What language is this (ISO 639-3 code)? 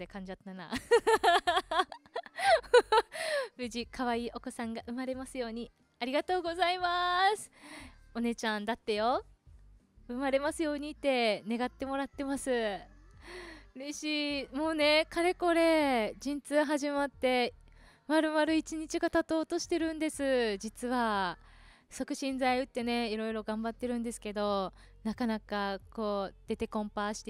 jpn